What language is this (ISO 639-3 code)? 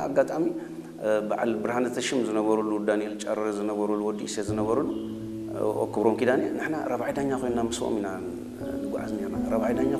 tir